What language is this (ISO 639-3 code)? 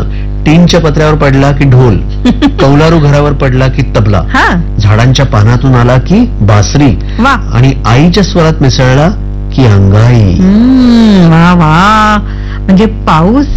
mar